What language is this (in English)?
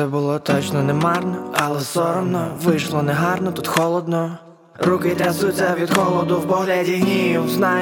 Ukrainian